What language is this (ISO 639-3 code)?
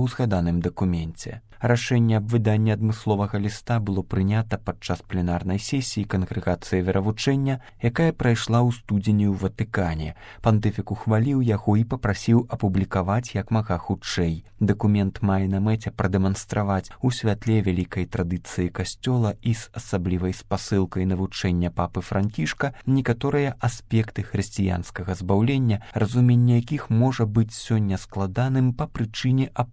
bel